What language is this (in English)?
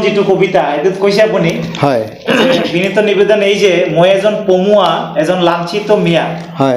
Assamese